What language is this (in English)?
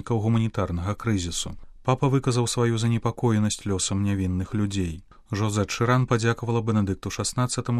Belarusian